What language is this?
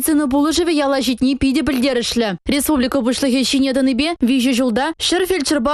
Chuvash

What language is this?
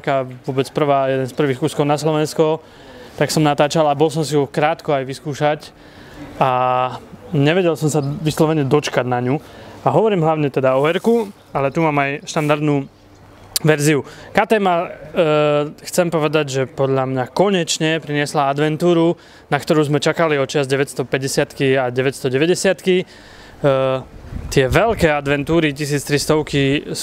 Slovak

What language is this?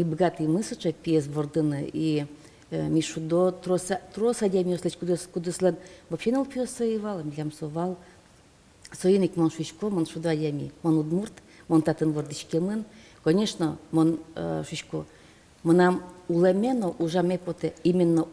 Udmurt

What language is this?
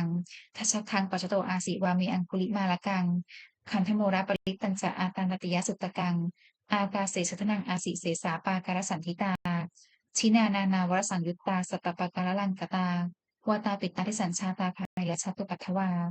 Pali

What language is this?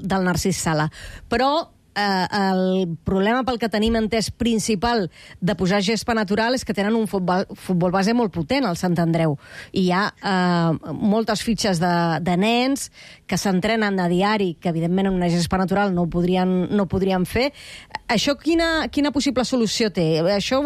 Catalan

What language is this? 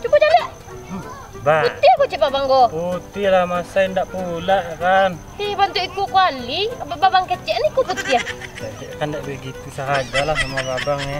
Minangkabau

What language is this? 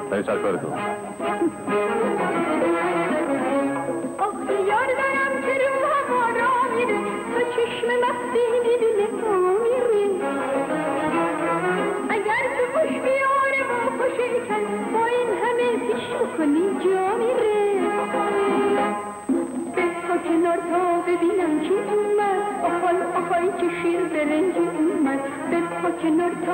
Persian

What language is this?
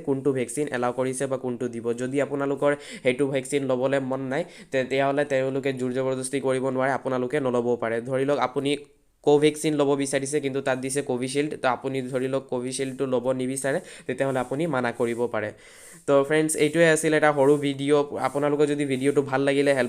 Assamese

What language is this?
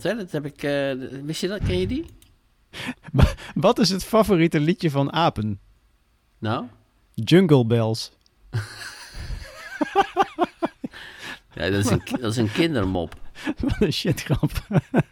Dutch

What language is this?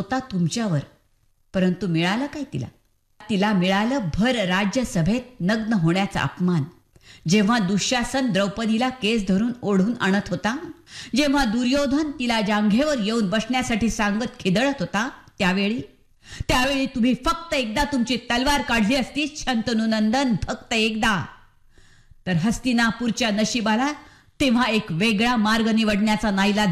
Marathi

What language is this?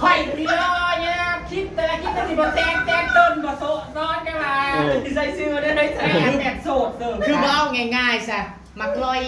Northeastern Thai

